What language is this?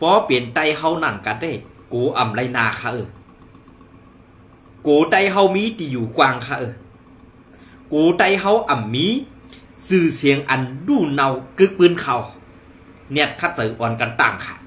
Shan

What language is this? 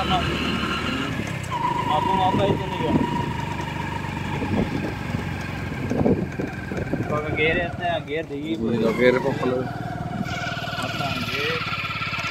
Telugu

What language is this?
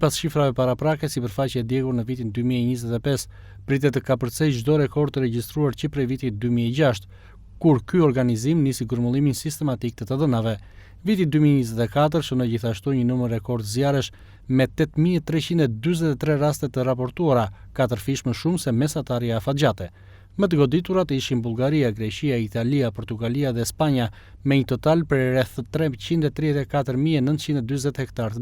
Albanian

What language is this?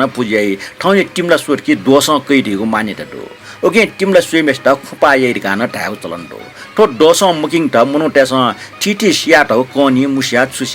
Newari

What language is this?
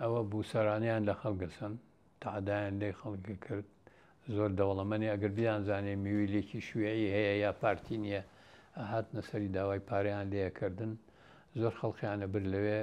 Central Kurdish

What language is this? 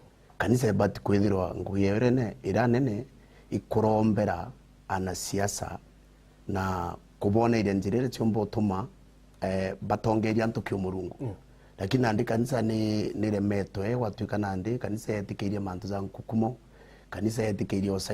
Meru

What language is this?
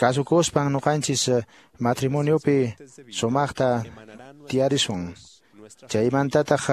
Quechua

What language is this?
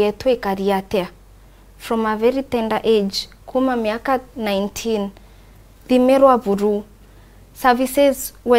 Meru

